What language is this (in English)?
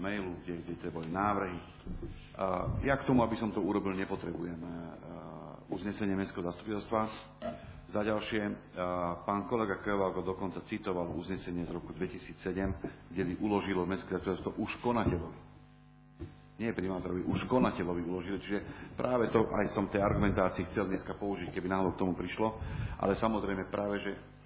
Slovak